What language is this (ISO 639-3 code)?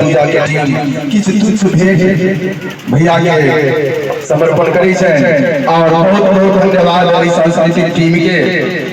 mai